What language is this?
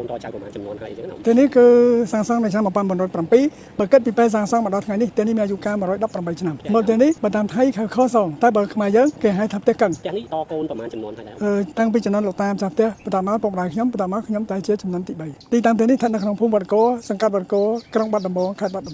Khmer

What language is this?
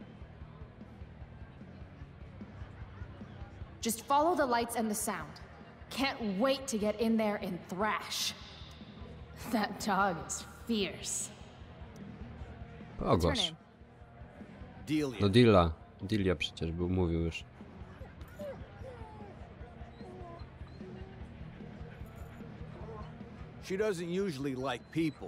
Polish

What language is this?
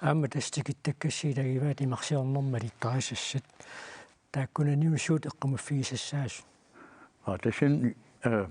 Kalaallisut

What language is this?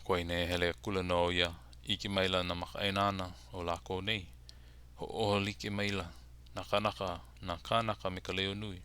Hawaiian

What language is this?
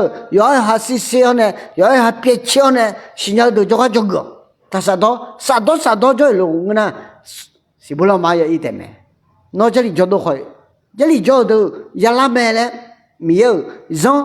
Akha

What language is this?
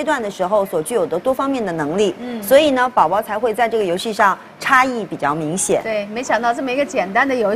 Chinese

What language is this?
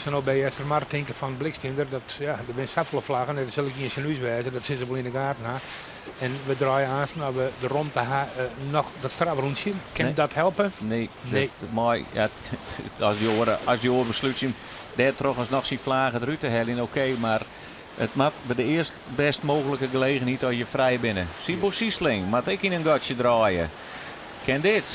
Western Frisian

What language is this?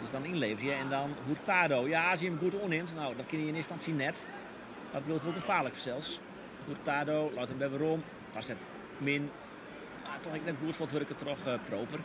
Western Frisian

